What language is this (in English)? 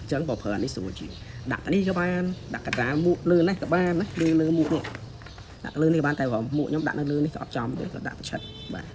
Khmer